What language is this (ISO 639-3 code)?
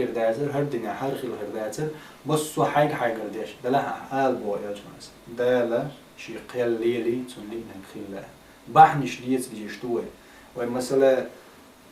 che